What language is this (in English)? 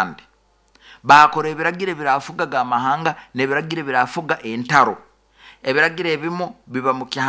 Nyoro